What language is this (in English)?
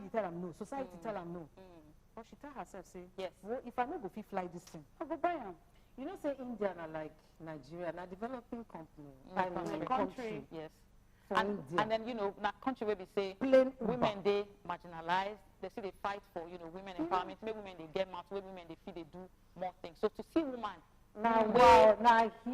Nigerian Pidgin